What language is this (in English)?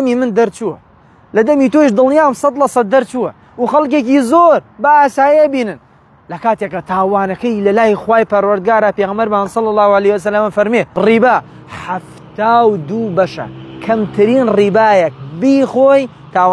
Central Kurdish